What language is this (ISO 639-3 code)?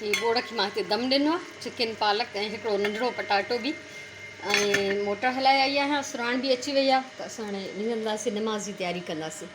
snd